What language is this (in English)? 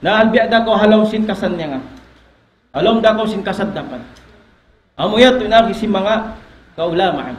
Tausug